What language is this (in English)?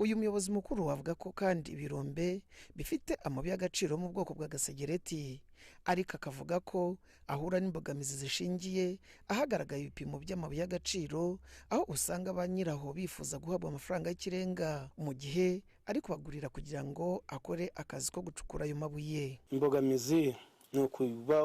Kinyarwanda